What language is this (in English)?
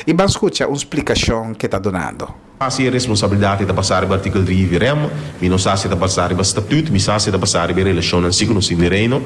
Papiamento